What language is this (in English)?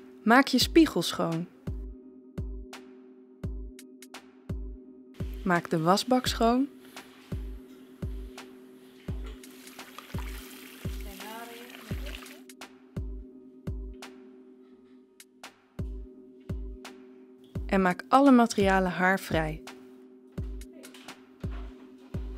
Dutch